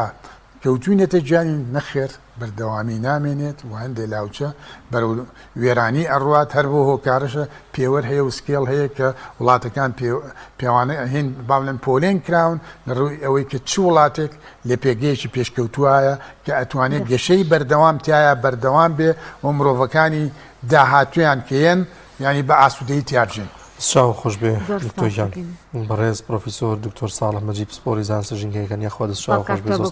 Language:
Central Kurdish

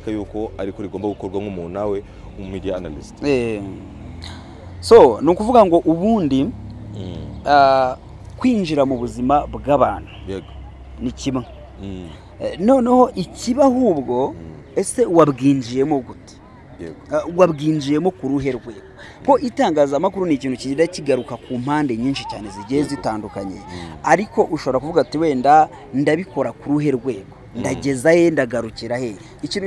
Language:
Kinyarwanda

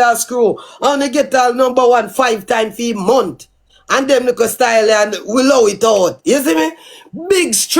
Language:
Jamaican Creole English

